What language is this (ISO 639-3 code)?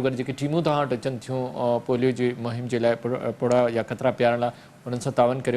snd